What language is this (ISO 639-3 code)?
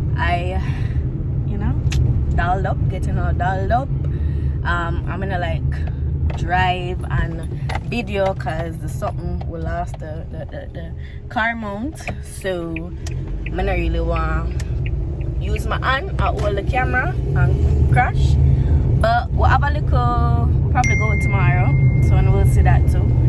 jam